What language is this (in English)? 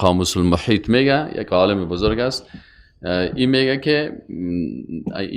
Persian